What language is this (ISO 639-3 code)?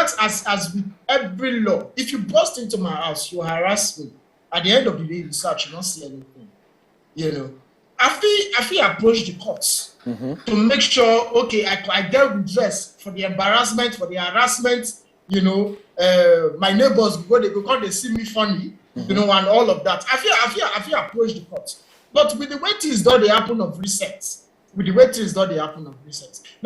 pcm